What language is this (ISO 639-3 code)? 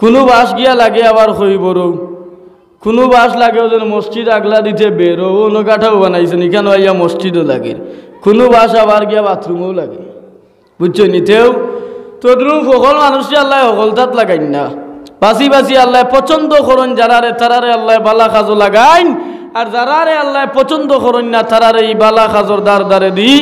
syl